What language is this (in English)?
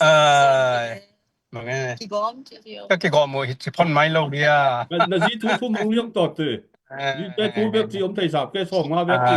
Tedim Chin